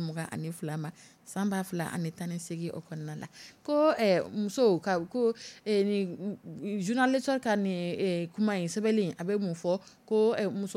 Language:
Dyula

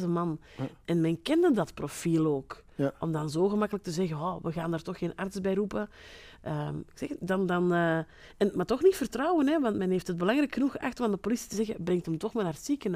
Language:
Dutch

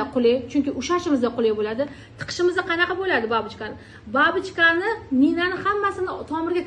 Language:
Uzbek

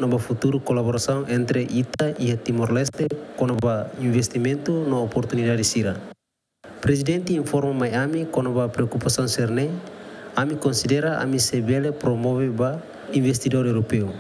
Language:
Tetum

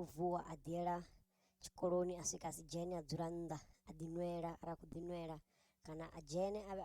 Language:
Venda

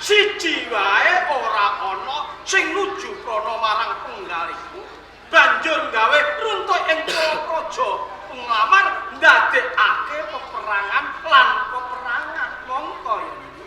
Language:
Javanese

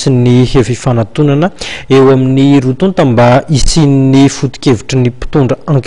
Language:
Malagasy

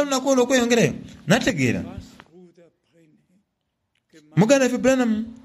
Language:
Soga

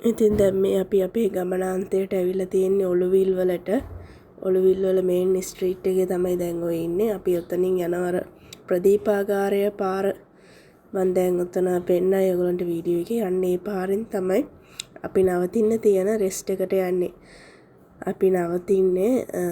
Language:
Sinhala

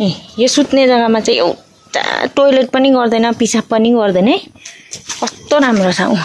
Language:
Nepali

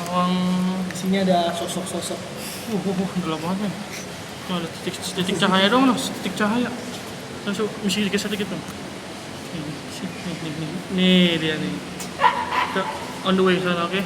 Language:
Betawi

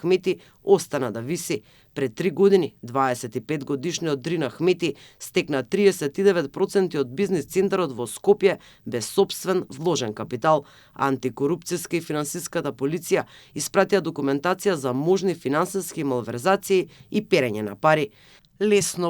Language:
Macedonian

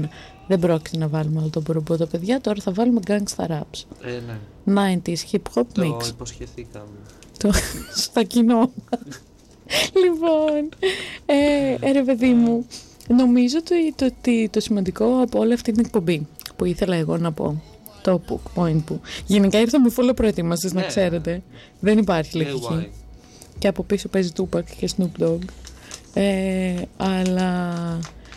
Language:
Greek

